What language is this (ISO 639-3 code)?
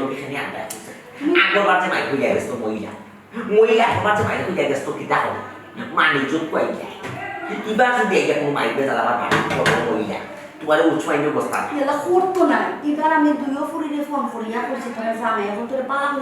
syl